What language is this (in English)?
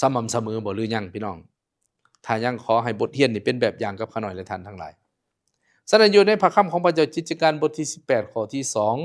Lao